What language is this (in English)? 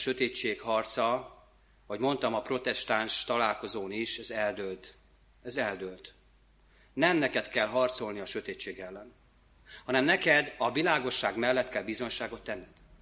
Hungarian